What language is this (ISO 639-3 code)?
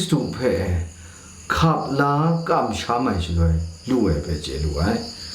kac